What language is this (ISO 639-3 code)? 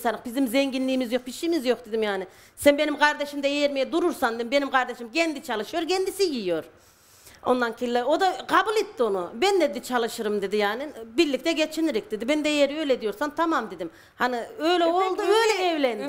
tur